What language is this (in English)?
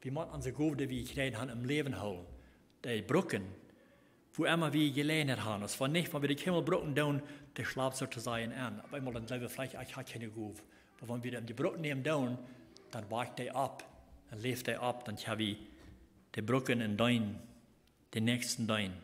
Plautdietsch